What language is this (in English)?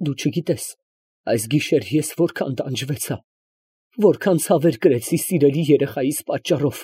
Armenian